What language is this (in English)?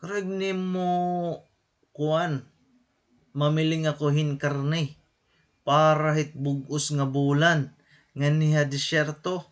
Waray